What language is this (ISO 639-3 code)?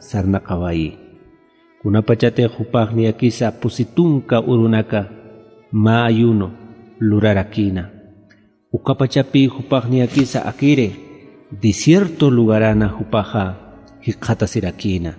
aym